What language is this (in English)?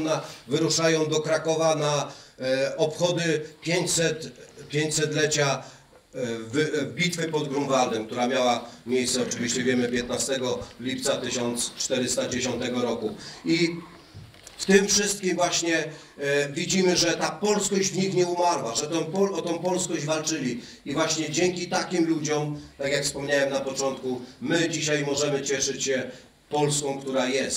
Polish